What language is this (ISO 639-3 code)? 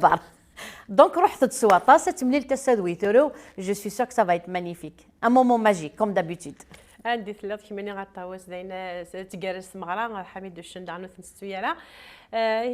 kab